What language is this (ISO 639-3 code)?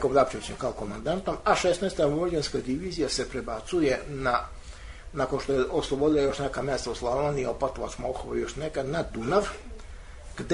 srp